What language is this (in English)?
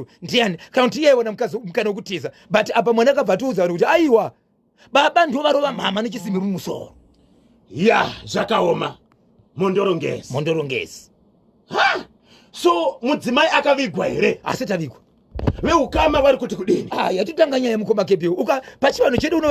Shona